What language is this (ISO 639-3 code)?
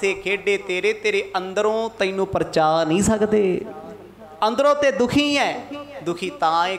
pan